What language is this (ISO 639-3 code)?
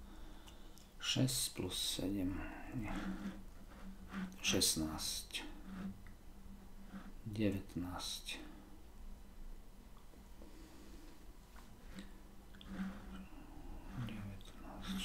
slk